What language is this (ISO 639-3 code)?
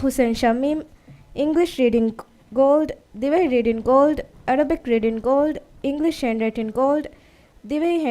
div